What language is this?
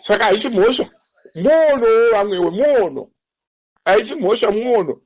Shona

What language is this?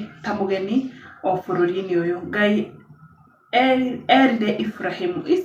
Kikuyu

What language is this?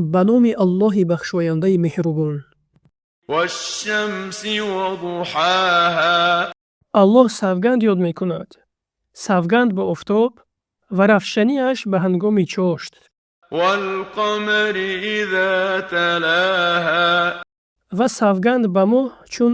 Tajik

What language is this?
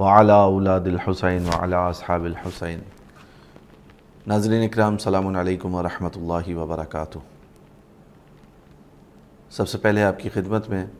Urdu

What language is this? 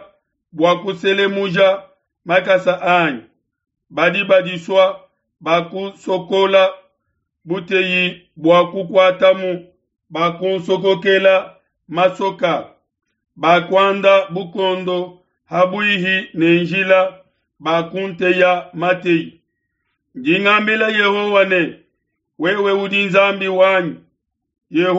Luba-Lulua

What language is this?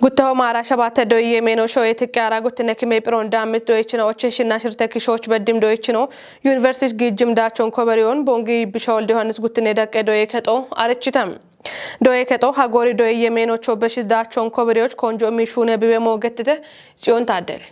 Kafa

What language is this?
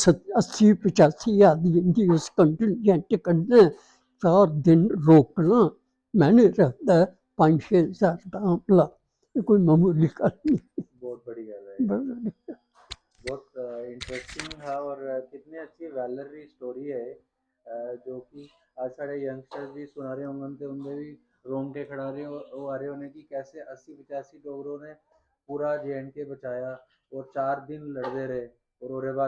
Dogri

